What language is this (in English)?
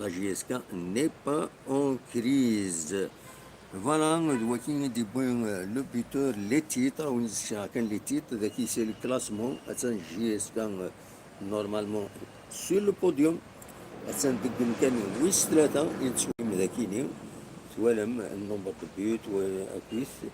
Kabyle